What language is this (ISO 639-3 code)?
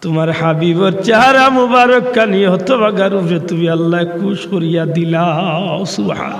syl